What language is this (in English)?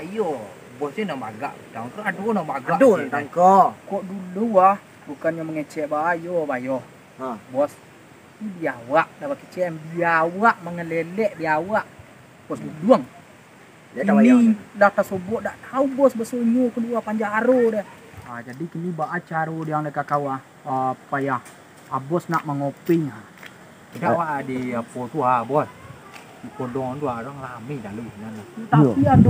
Minangkabau